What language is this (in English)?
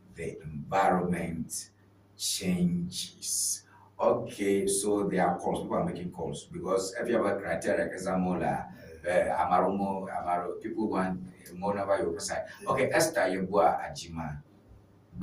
Ewe